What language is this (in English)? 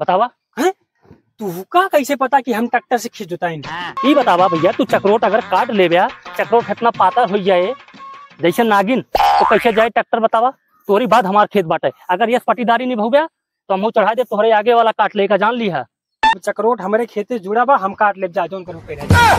Awadhi